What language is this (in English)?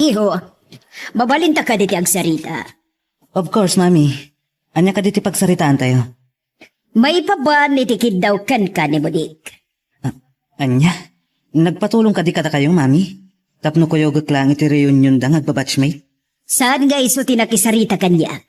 Iloko